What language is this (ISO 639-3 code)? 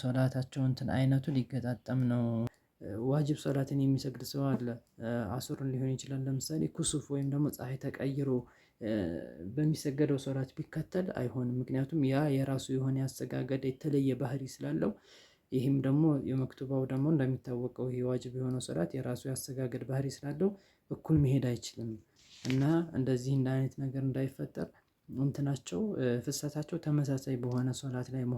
amh